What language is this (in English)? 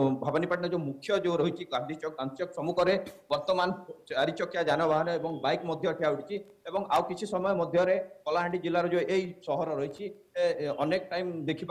Odia